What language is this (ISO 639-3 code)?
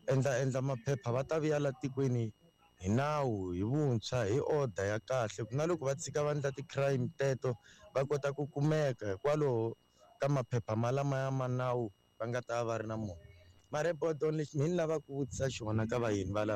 tso